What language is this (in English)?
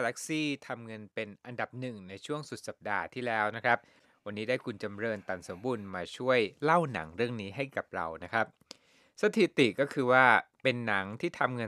Thai